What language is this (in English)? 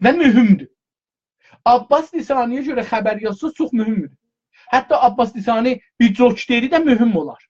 South Azerbaijani